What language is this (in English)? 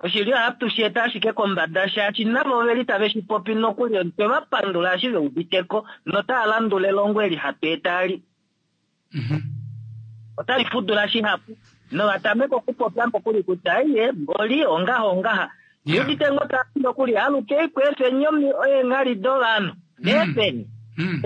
Kuanyama